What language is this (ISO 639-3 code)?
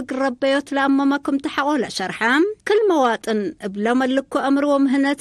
tig